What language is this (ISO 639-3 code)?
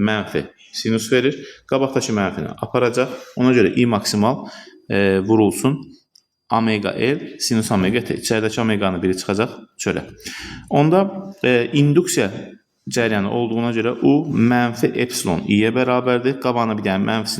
aze